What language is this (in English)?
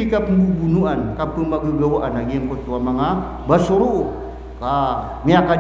Maranao